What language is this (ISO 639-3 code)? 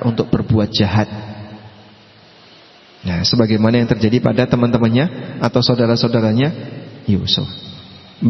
ind